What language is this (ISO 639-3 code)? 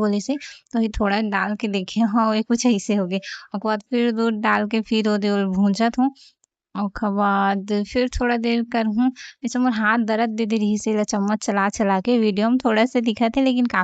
hne